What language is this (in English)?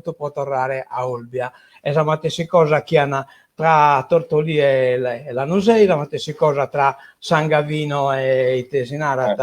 Sardinian